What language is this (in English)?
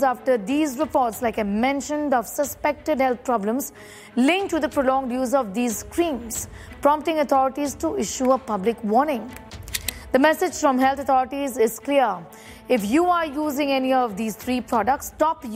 English